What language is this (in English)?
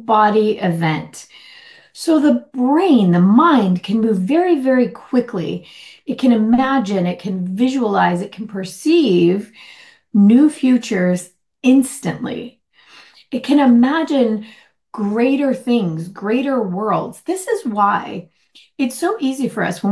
English